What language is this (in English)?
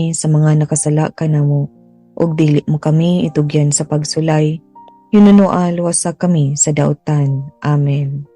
Cebuano